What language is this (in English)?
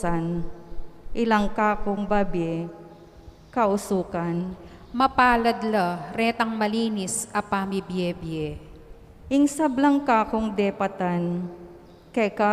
Pampanga